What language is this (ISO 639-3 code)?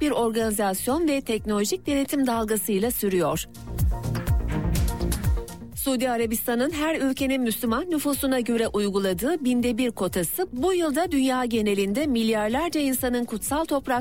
tur